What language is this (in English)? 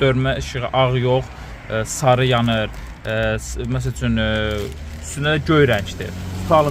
Azerbaijani